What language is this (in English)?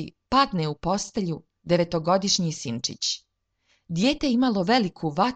Serbian